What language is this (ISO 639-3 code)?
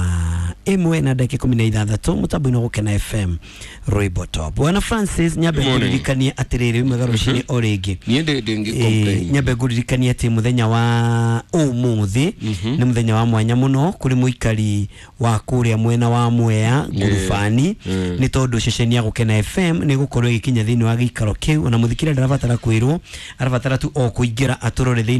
kik